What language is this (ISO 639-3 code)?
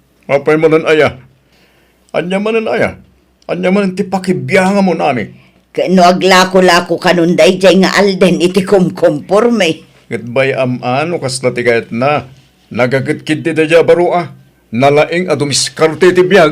ilo